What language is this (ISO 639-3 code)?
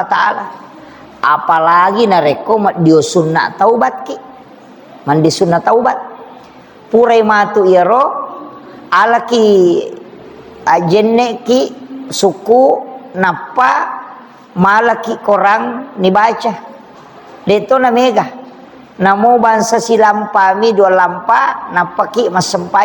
bug